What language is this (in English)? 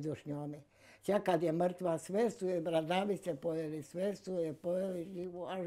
Bosnian